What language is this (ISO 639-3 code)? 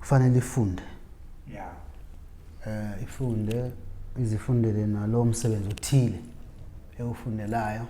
zul